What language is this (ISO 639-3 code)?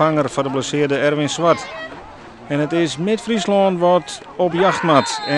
fry